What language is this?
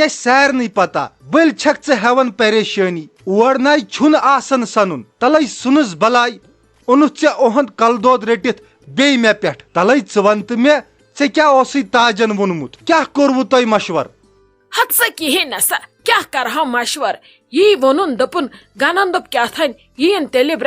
Kashmiri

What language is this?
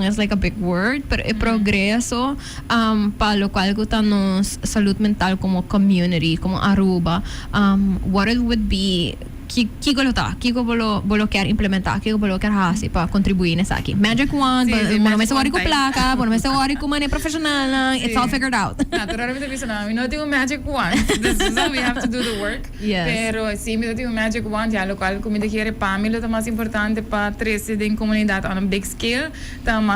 Papiamento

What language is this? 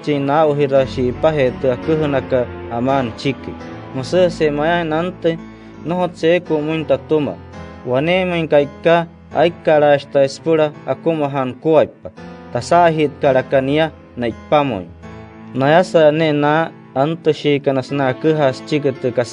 Wayuu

